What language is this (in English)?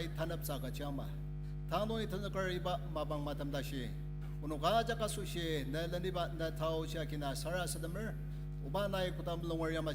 Ao Naga